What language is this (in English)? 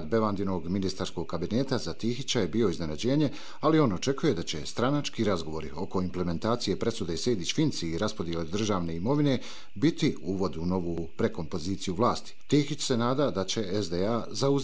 Bosnian